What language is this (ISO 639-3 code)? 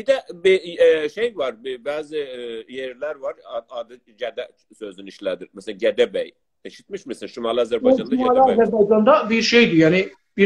azb